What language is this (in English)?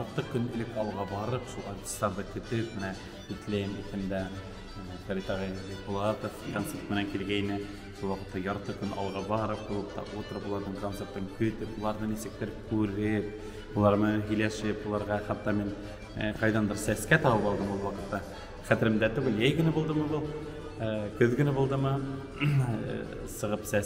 Bashkir